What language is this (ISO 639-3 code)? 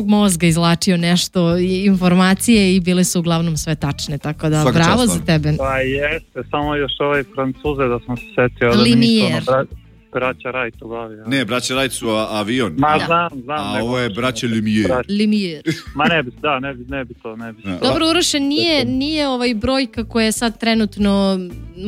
srp